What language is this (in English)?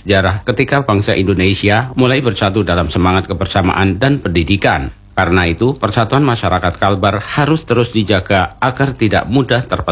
Indonesian